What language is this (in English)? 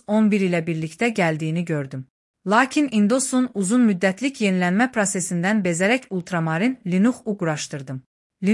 Azerbaijani